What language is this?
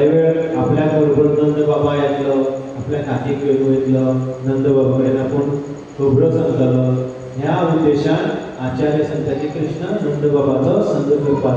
Konkani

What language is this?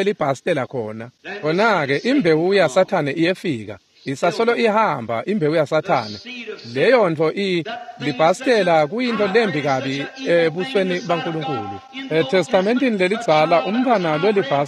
Swati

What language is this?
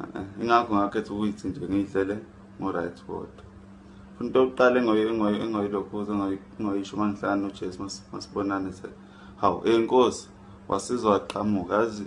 Zulu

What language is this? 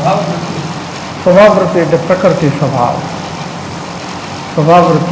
Gujarati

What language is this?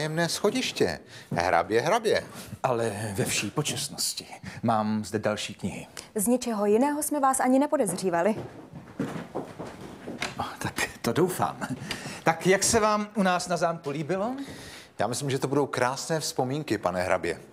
Czech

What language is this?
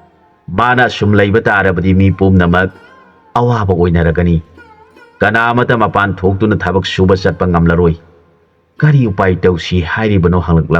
Manipuri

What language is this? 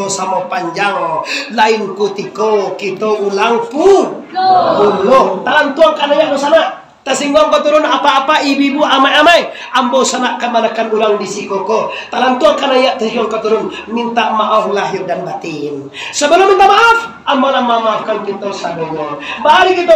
Minangkabau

